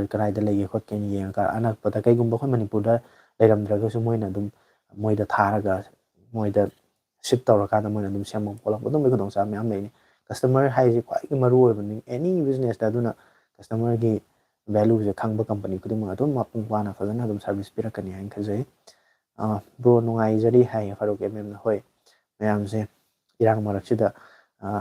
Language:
Manipuri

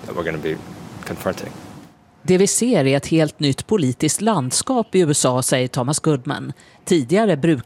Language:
Swedish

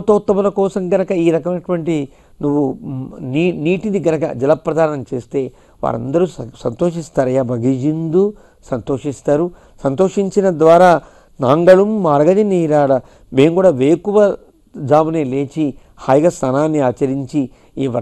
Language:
Telugu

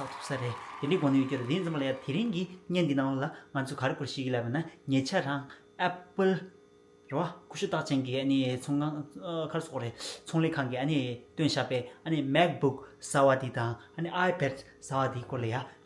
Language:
Tibetan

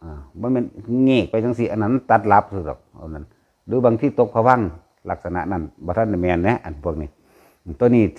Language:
Northeastern Thai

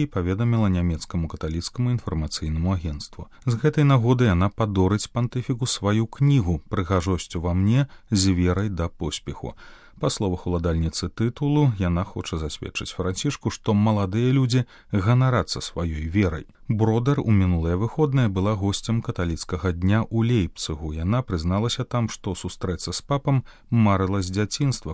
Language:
Belarusian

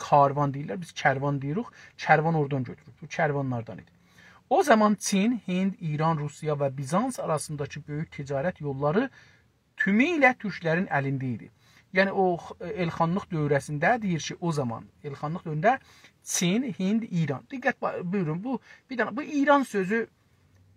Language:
South Azerbaijani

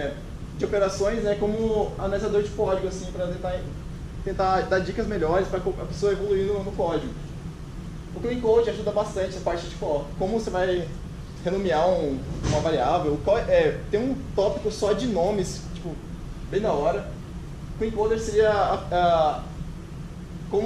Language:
Portuguese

